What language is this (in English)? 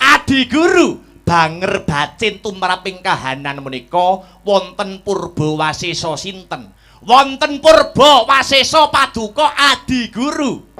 Javanese